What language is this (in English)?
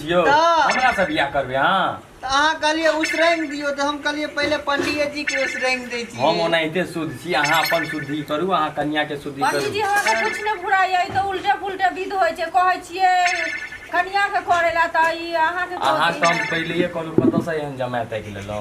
Maithili